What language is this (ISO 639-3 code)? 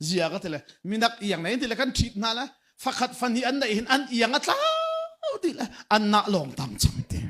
cnh